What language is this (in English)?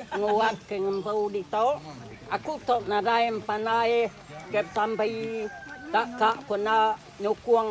Iban